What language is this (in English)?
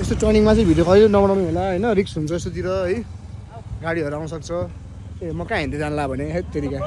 Nepali